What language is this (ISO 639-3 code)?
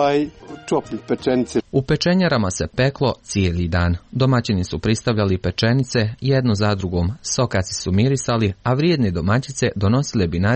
hrv